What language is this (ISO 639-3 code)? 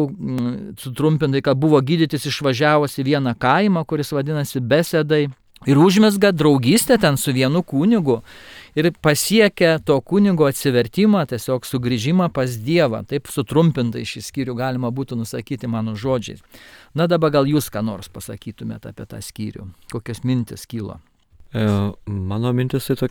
lit